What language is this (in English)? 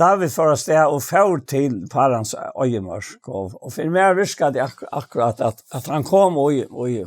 Faroese